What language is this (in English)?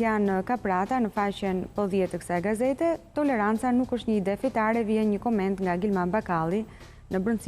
Albanian